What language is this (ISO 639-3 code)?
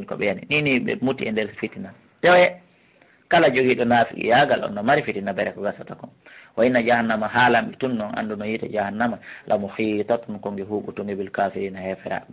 ful